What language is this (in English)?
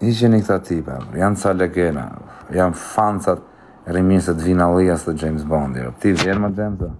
Albanian